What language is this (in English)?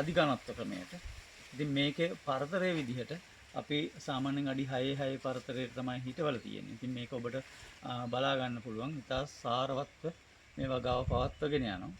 Sinhala